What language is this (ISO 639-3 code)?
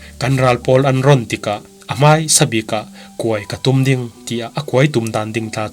cfm